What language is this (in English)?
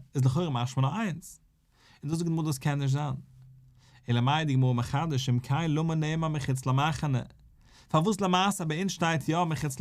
Yiddish